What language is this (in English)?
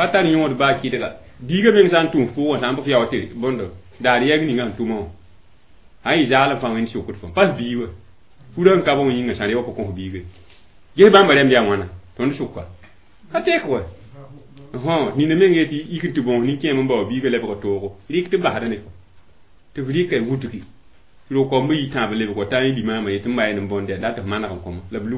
Mossi